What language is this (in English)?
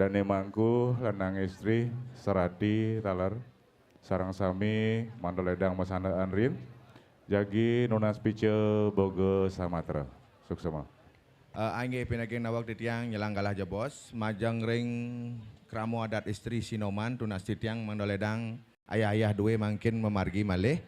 Balinese